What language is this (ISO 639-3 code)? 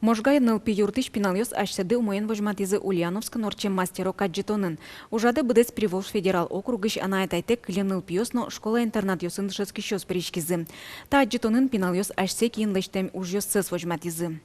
udm